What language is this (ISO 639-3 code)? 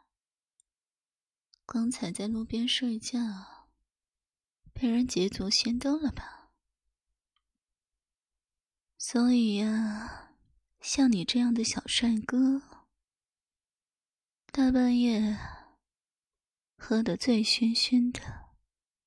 zho